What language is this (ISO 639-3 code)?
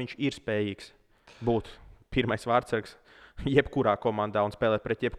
lav